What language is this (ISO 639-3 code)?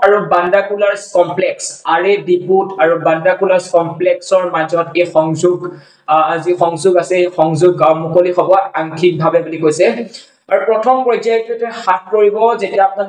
asm